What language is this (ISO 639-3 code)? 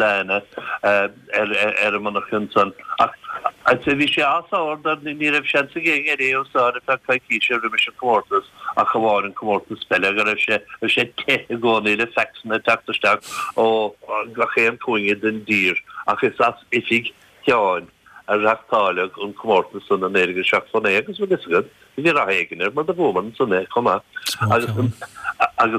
gle